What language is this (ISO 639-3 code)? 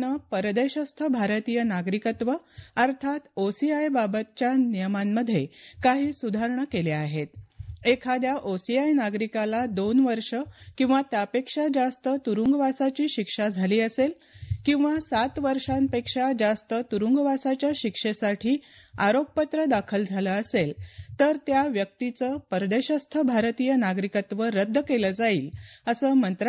mar